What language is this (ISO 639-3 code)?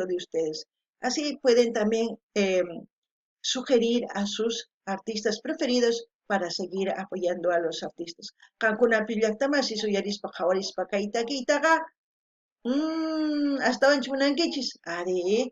quh